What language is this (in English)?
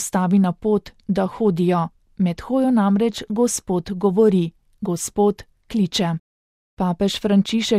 Slovenian